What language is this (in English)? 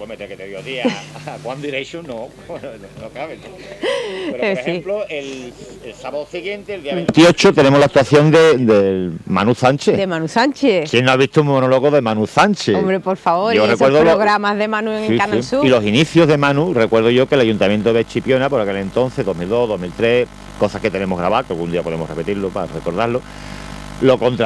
Spanish